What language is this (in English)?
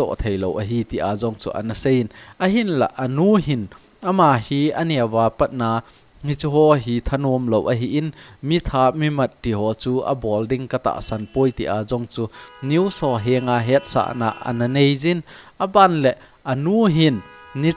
Thado Chin